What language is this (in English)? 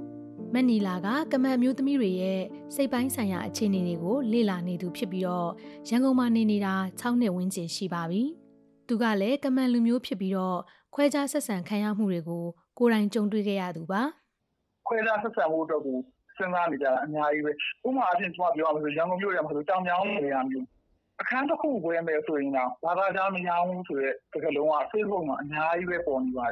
Burmese